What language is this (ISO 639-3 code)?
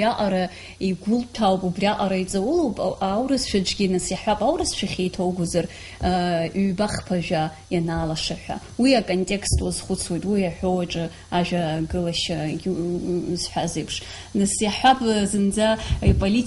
abk